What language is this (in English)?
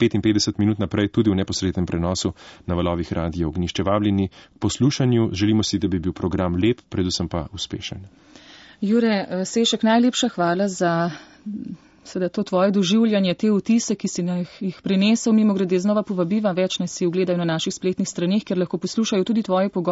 Slovenian